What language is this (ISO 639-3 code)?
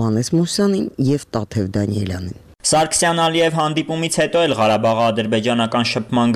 hye